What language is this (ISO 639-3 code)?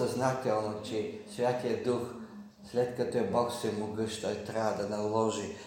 bul